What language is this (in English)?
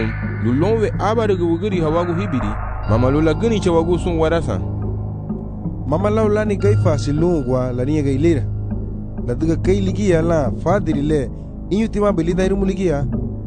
Garifuna